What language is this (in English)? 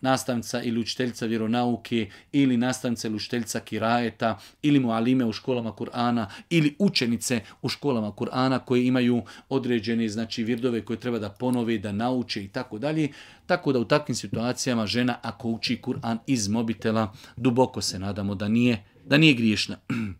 Bosnian